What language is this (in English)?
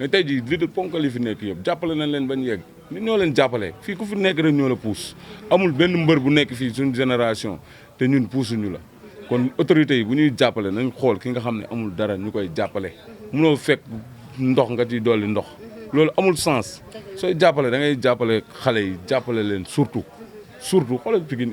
Wolof